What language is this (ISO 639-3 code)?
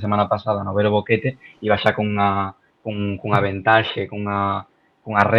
glg